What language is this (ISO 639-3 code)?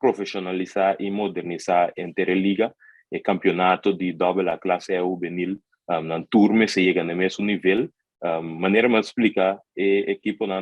pap